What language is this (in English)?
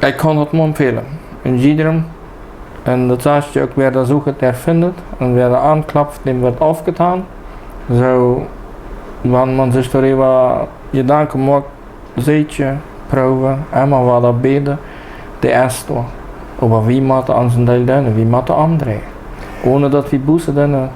Plautdietsch